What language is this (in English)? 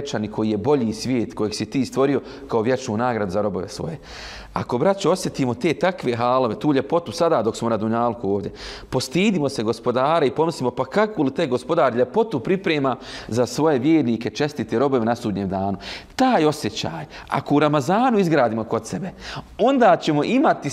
Bosnian